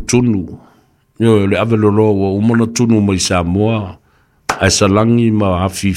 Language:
Samoan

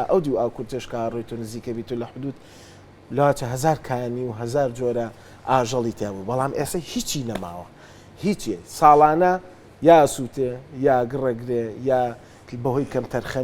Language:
Central Kurdish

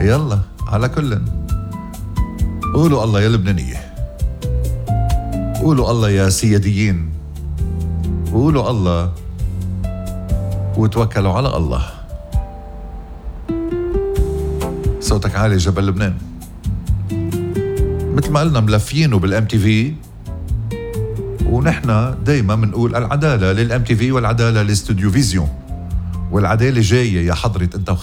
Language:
North Levantine Arabic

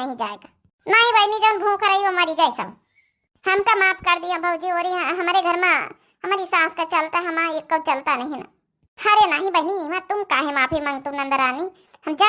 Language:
Awadhi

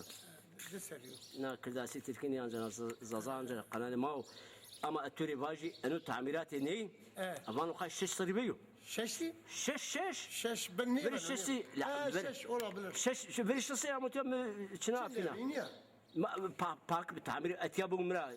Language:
Zaza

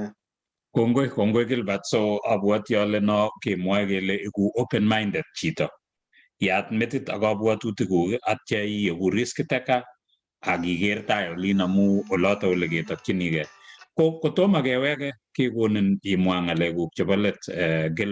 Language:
Kalenjin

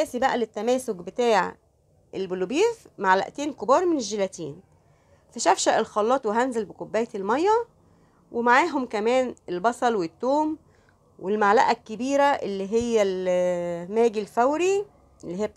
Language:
Egyptian Arabic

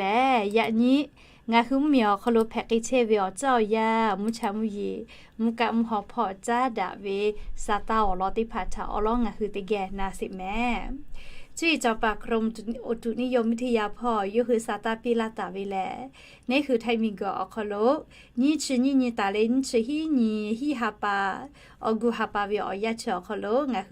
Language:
Lahu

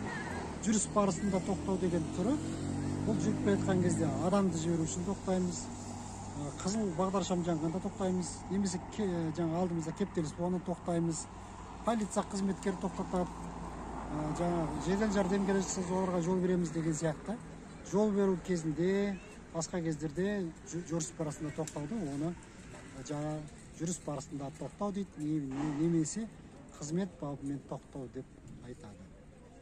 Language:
Kazakh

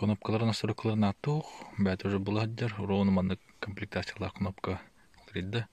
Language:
Yakut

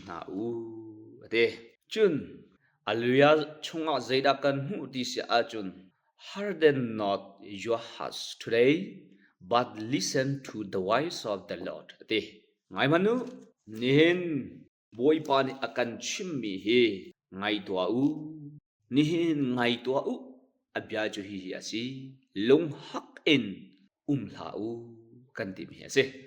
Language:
Hakha Chin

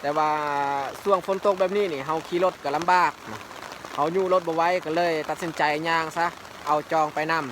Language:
Lao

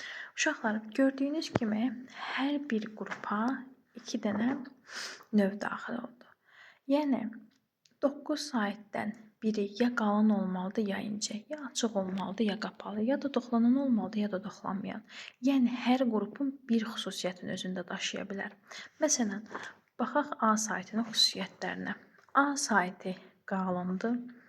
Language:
Azerbaijani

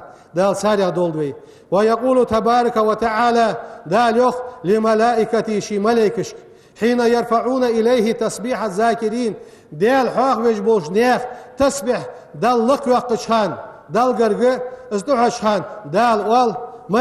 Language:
Ingush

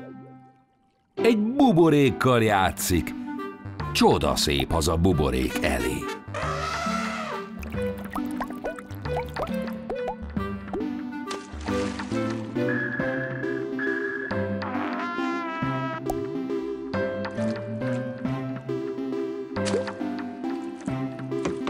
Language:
Hungarian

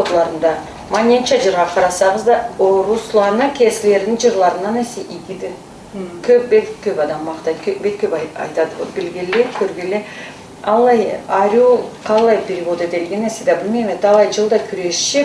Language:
Karachay-Balkar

